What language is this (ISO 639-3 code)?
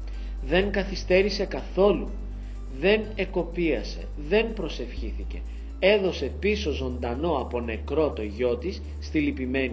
ell